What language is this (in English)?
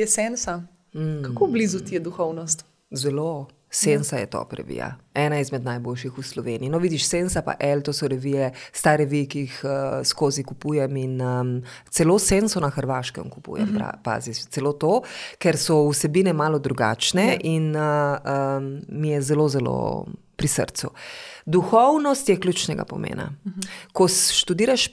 Slovenian